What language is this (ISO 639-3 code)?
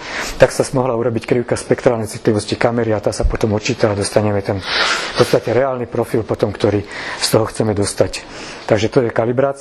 slk